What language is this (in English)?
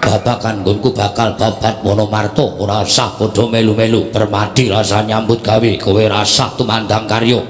Javanese